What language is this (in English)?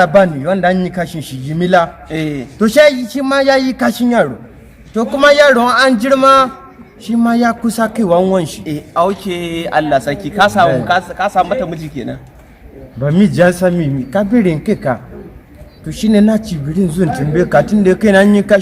Hausa